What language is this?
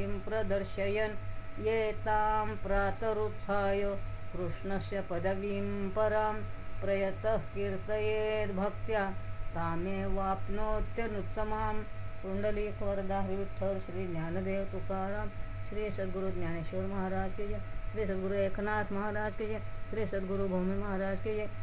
Sanskrit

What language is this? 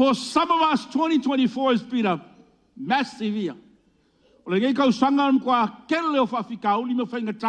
Samoan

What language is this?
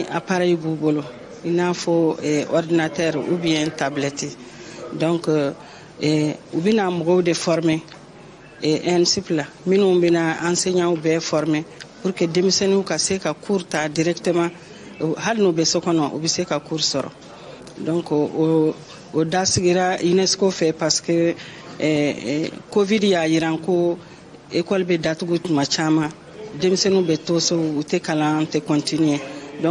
Bambara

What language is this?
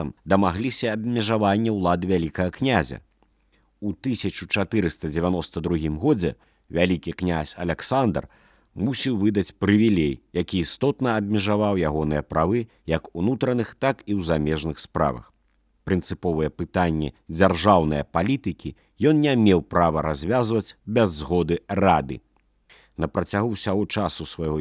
Belarusian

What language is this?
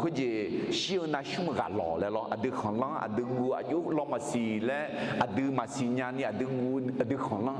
Akha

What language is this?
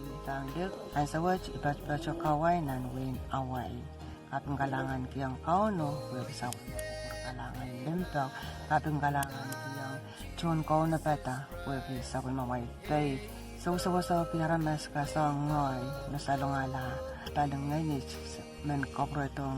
Pohnpeian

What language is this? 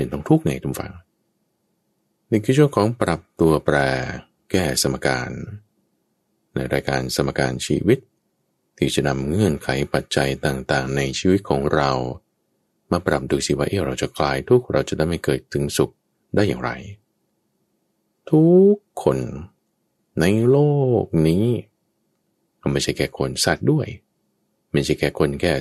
Thai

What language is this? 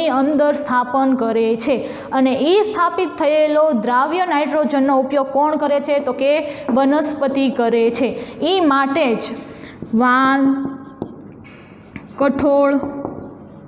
Gujarati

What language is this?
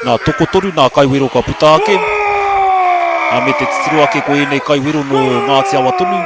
Māori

